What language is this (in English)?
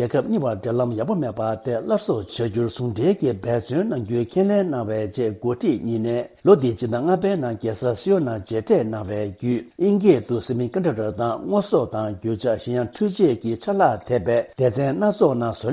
Tibetan